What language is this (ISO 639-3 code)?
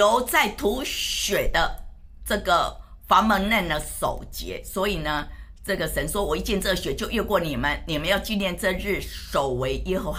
zho